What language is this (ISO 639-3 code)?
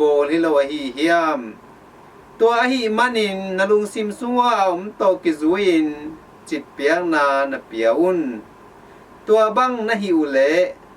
ctd